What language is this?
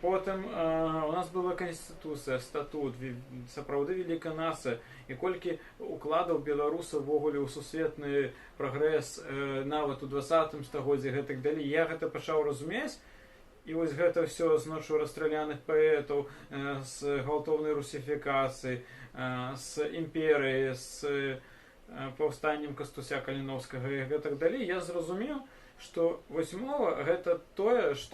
Belarusian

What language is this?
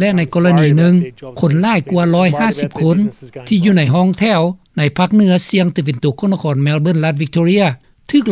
Lao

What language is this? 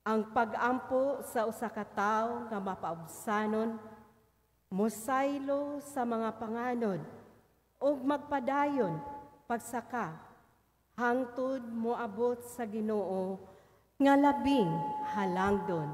Cebuano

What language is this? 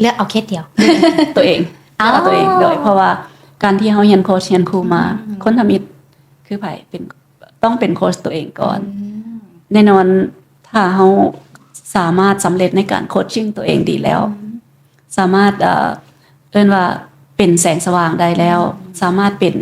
Lao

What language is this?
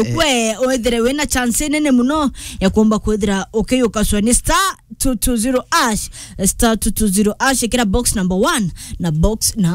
Meru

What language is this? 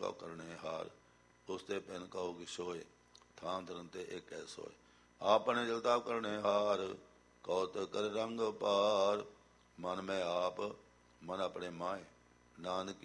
Punjabi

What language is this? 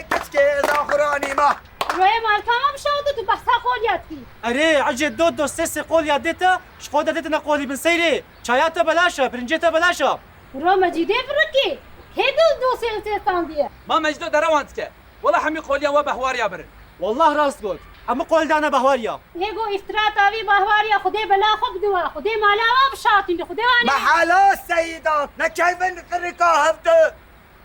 Kurdish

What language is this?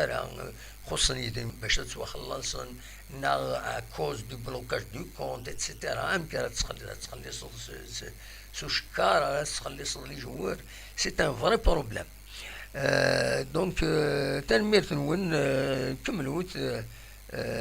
Kabyle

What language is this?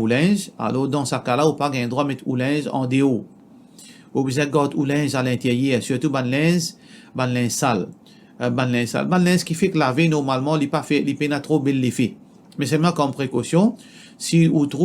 Morisyen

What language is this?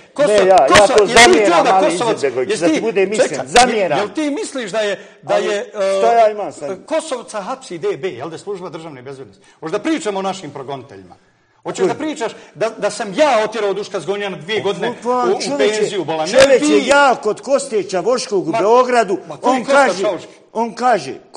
Bosnian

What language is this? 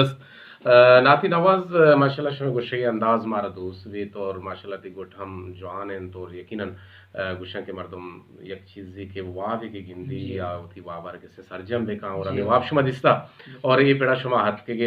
Eastern Balochi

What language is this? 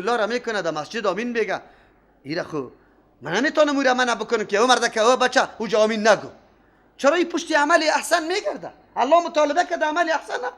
Persian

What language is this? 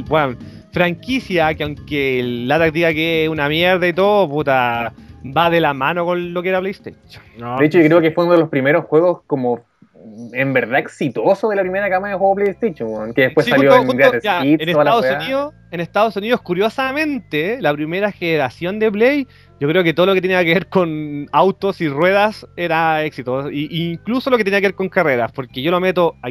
Spanish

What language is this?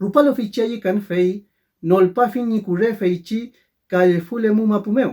Mapuche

